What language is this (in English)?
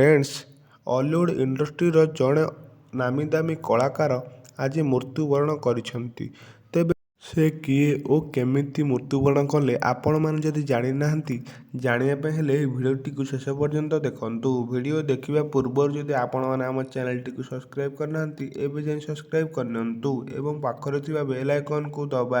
Odia